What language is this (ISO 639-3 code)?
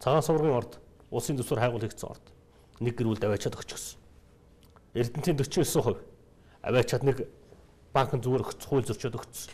mon